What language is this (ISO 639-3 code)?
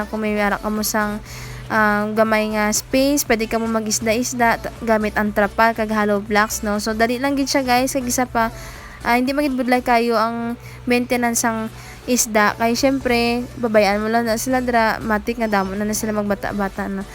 hil